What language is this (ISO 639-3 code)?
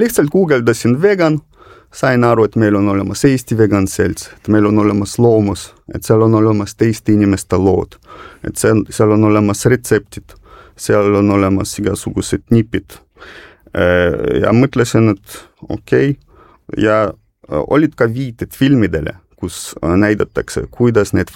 est